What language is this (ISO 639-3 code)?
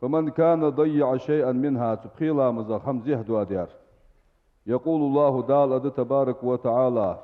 inh